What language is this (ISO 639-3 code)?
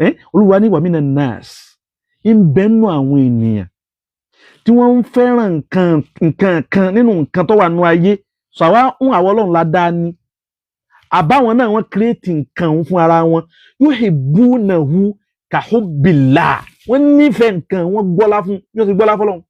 yor